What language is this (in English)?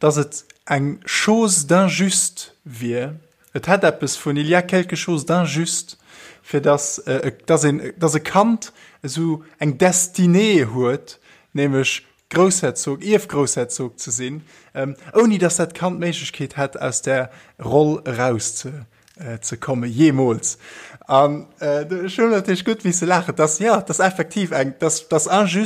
Luxembourgish